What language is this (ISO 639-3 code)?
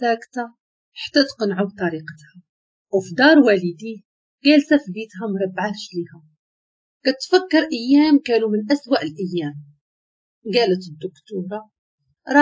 ary